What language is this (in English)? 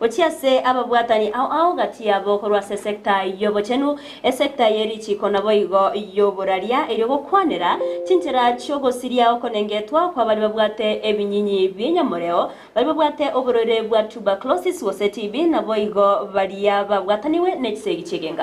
Gusii